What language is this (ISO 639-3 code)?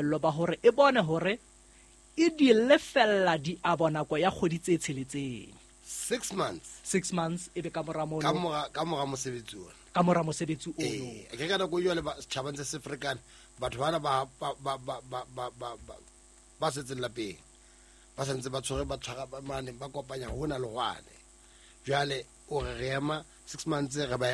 sot